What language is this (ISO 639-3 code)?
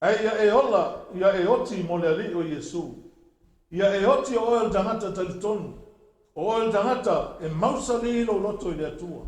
smo